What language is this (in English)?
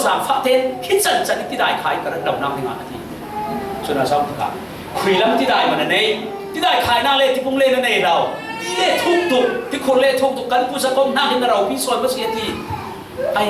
Falam Chin